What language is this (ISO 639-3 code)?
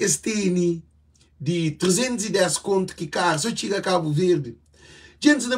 kea